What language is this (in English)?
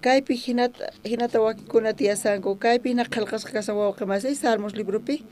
South Bolivian Quechua